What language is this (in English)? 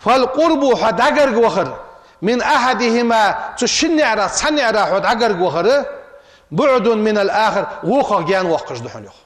Ingush